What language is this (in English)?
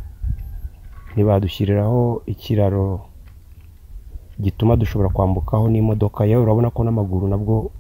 Kinyarwanda